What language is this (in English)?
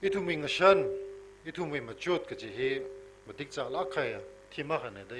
Tangkhul Naga (India)